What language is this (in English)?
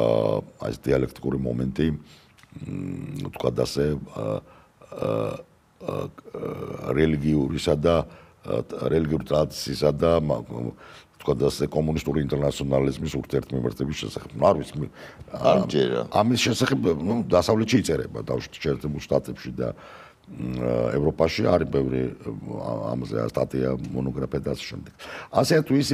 Georgian